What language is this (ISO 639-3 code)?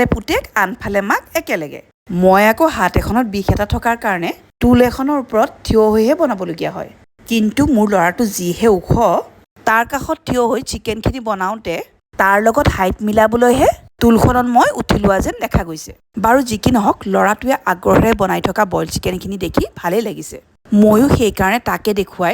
asm